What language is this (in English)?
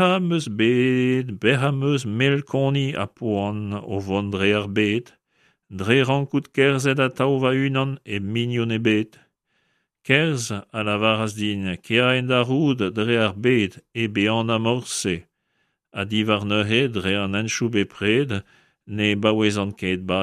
Breton